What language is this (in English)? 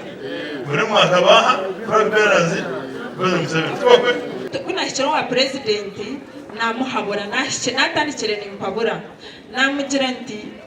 Nyankole